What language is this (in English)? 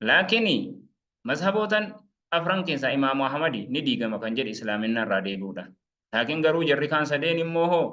Oromo